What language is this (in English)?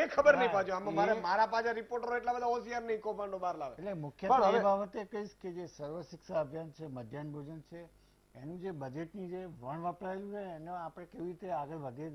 Gujarati